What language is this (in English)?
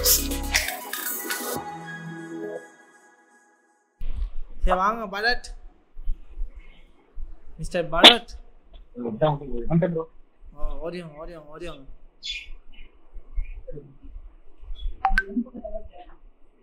Tamil